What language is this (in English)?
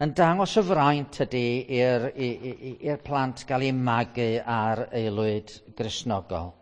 Welsh